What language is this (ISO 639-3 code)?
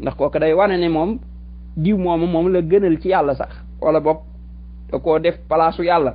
wol